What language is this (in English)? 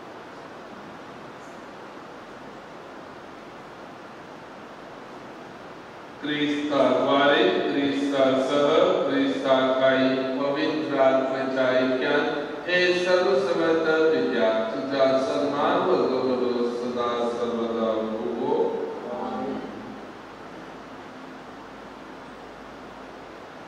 Konkani